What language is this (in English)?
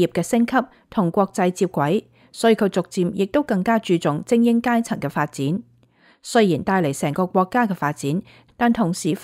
Cantonese